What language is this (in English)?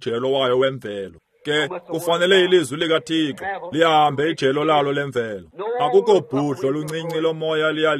Xhosa